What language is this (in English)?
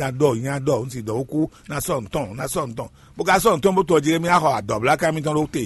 Fon